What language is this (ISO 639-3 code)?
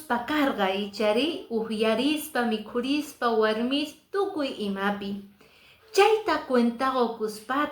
que